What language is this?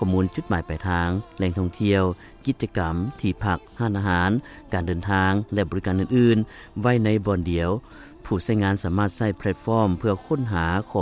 Lao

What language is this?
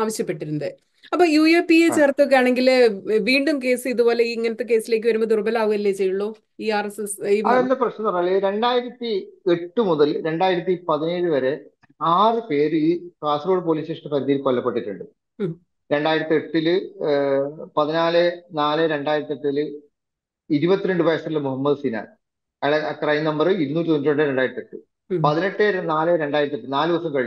Malayalam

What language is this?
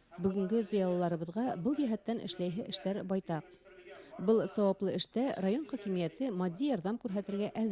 Bashkir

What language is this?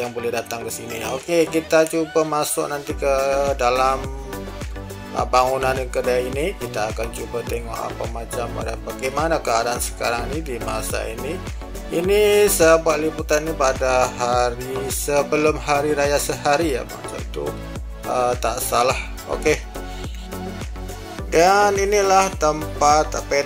Malay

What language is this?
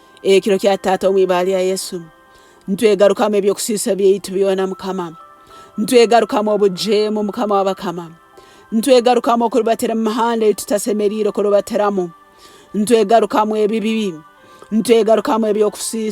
Nyankole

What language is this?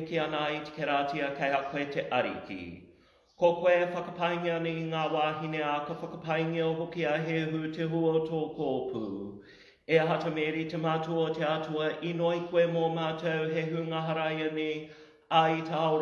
Māori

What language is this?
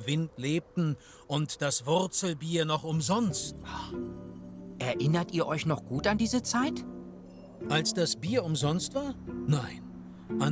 Swiss German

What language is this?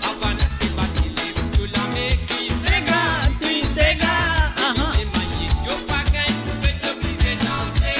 Morisyen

